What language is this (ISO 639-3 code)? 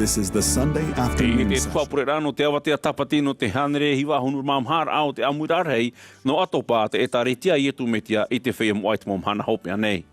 tah